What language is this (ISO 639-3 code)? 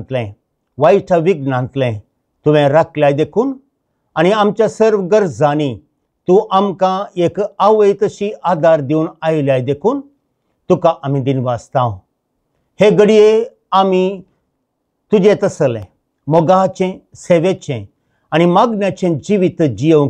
kok